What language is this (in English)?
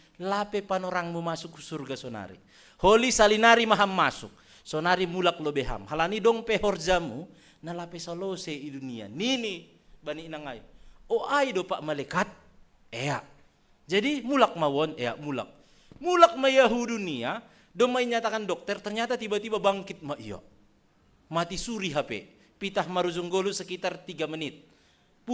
Batak Simalungun